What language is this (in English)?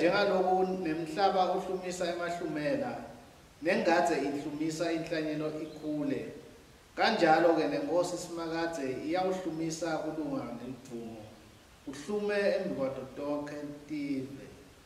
Swati